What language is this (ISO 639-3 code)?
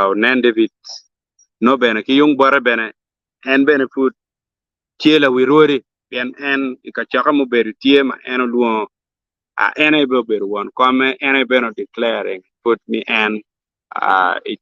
ach